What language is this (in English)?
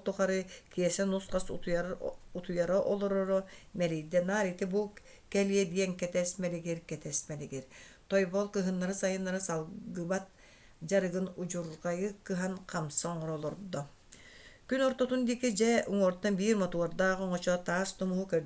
Yakut